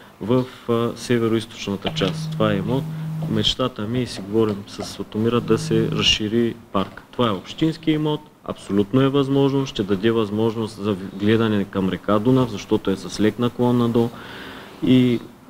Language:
Bulgarian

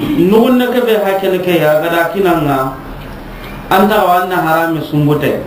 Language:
Soninke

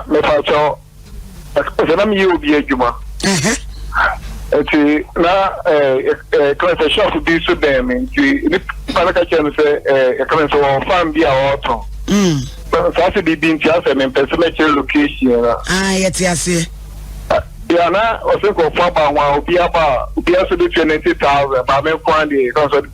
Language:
Akan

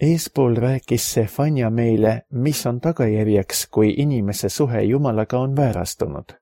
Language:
Estonian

